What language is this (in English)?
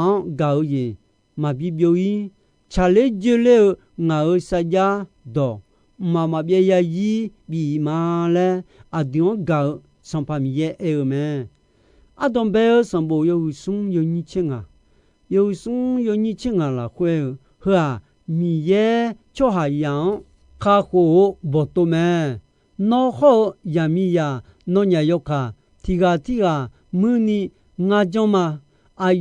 Akha